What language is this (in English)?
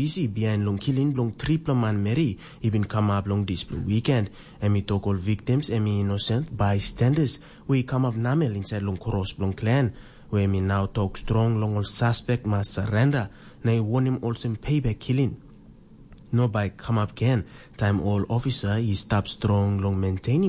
Tok Pisin